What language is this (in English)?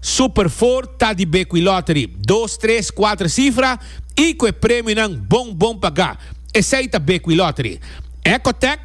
Papiamento